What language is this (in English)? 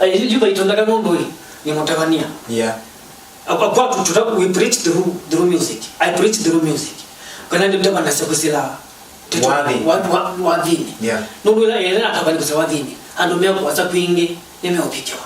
Kamba